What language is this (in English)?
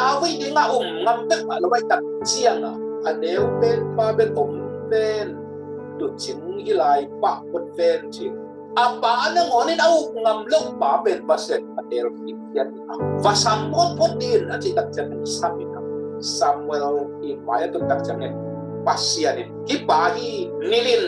Tedim Chin